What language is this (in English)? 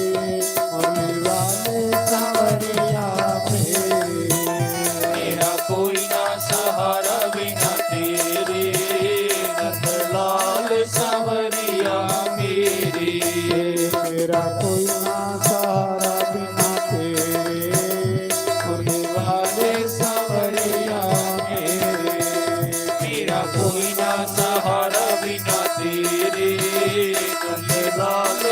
Dogri